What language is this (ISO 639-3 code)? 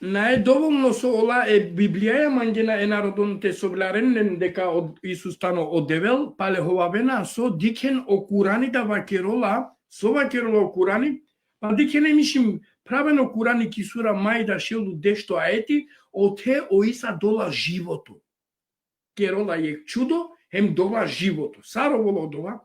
rmn